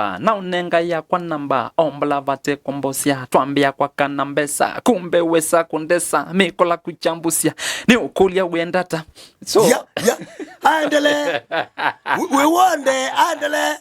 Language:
Kamba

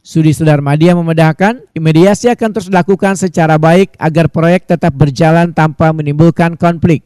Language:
Banjar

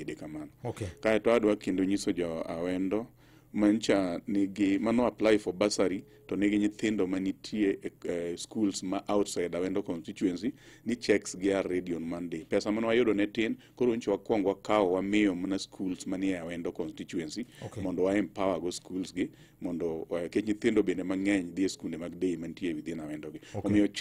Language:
Luo (Kenya and Tanzania)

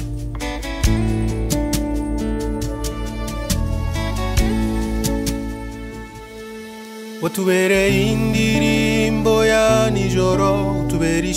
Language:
Kinyarwanda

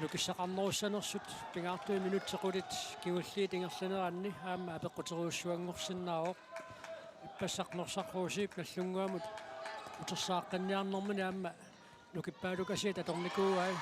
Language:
Kalaallisut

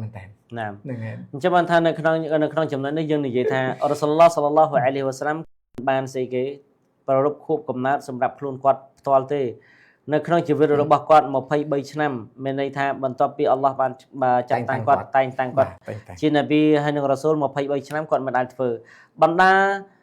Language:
Khmer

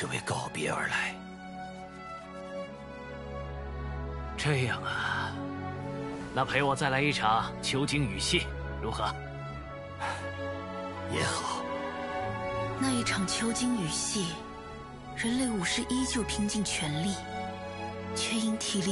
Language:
Chinese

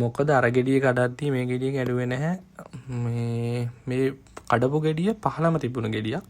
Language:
Sinhala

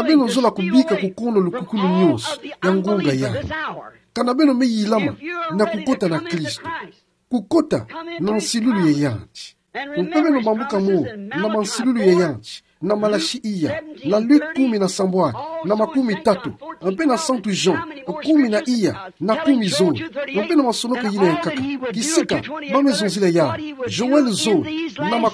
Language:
Kituba (Democratic Republic of Congo)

